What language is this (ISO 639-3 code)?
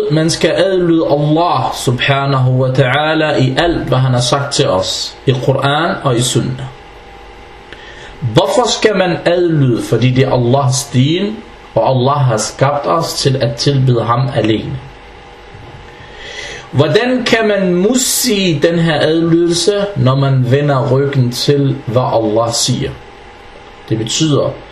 dan